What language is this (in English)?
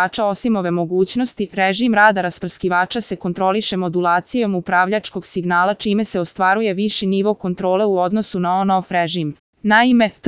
Serbian